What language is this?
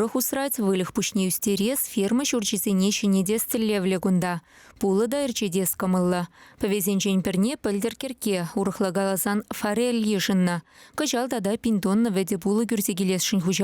Chuvash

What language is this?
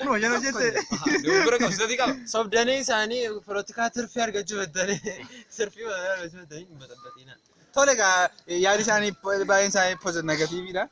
Oromo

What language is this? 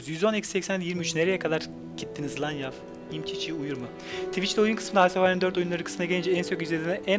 Turkish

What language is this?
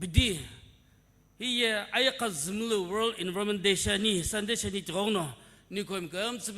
Sumi Naga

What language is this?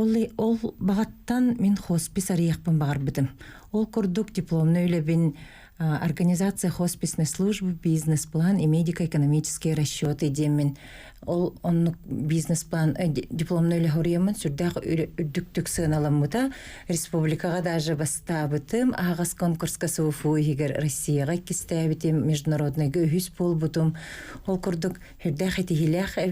Yakut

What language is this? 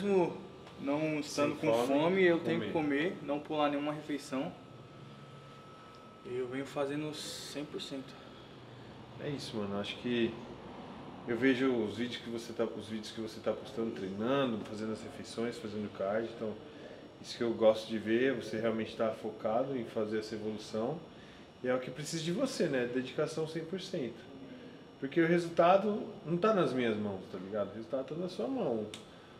Portuguese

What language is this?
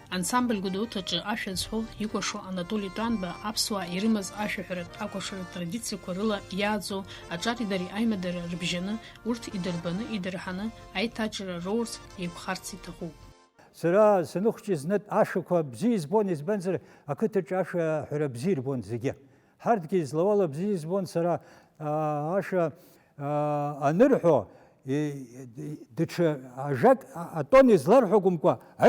Abkhazian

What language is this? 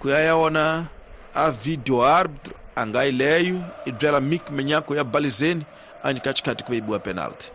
Tsonga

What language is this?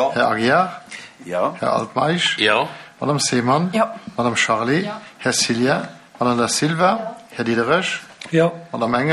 Luxembourgish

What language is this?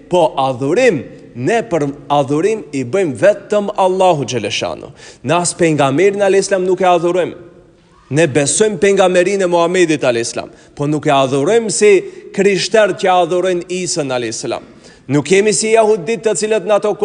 Albanian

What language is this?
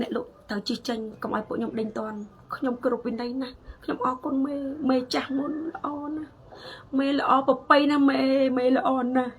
Khmer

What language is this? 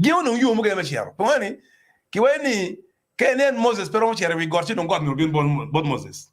Acoli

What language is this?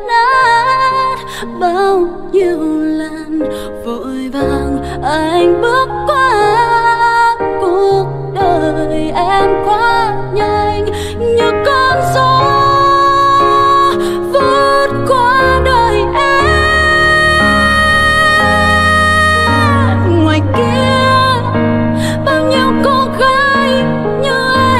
Vietnamese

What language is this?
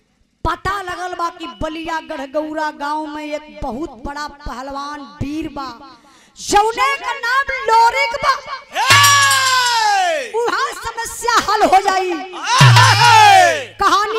Bhojpuri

